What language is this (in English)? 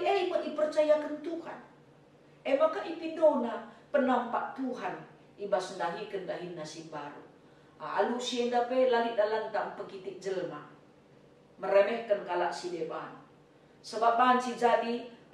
Batak Karo